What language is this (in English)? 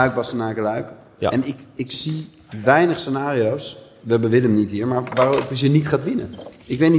Dutch